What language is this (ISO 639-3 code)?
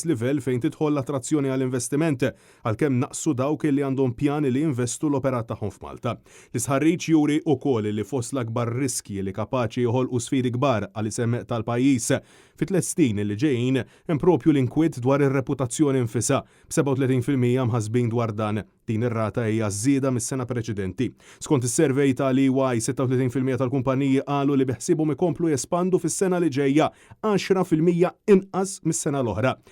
mlt